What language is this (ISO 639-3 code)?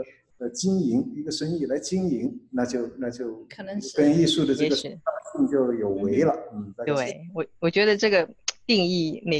zho